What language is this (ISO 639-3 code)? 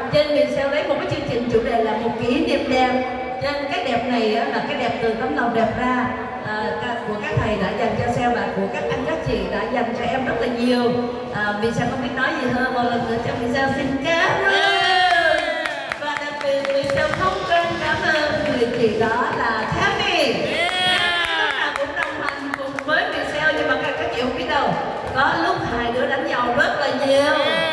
vie